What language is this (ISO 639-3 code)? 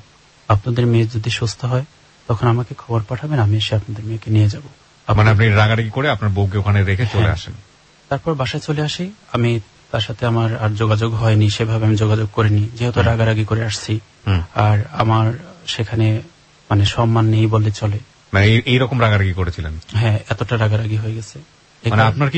ben